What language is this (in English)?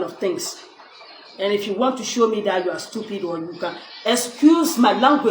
Dagbani